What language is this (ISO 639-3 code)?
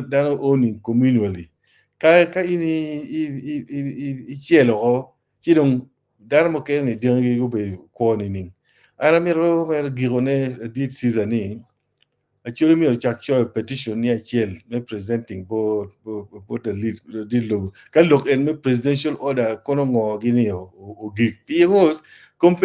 ach